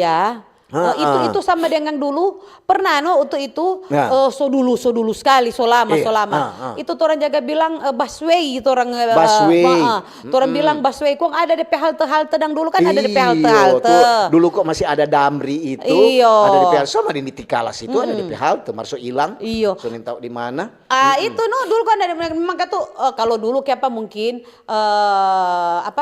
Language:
Manado Malay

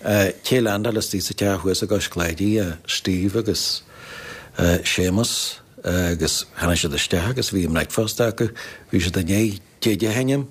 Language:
Irish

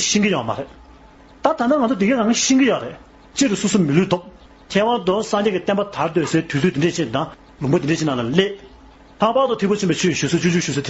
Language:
Tibetan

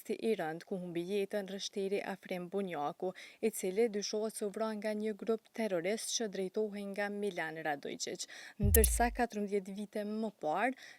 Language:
Albanian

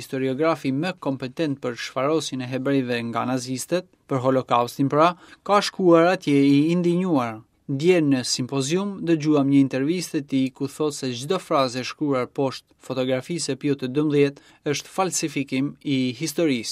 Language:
Albanian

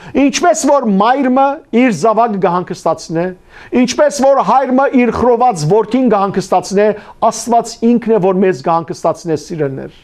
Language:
Western Armenian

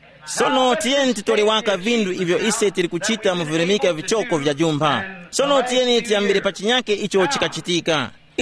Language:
Tumbuka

